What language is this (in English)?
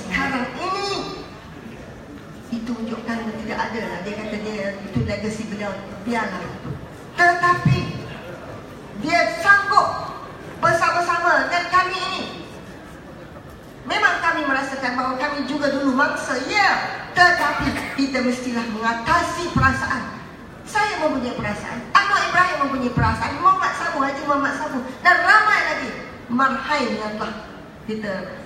Malay